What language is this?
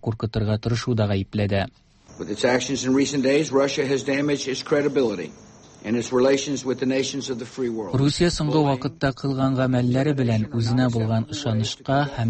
Tatar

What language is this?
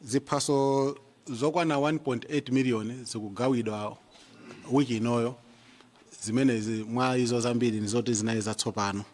Nyanja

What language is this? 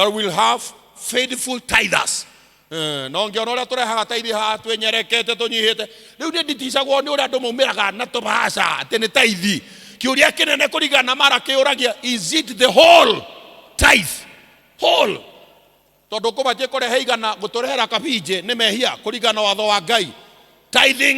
Kikuyu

